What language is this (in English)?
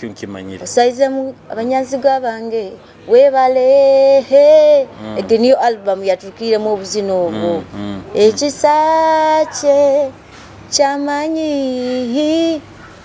Nyoro